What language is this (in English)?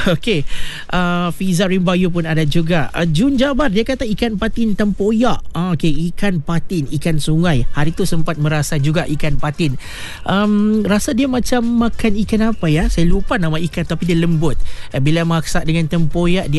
Malay